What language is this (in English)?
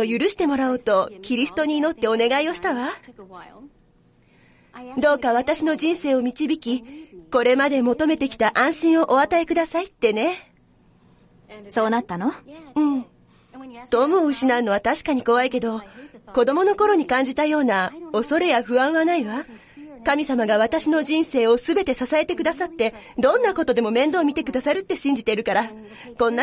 Japanese